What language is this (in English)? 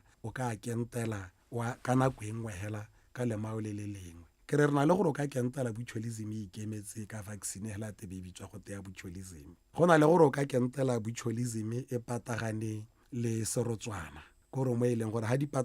Tswana